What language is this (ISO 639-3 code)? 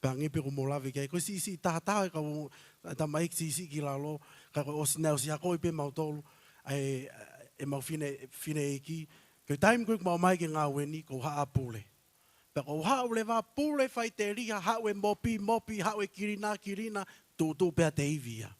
ton